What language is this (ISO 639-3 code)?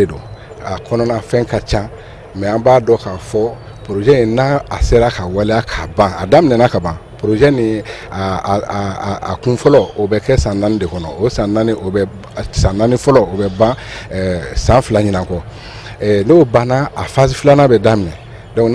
bam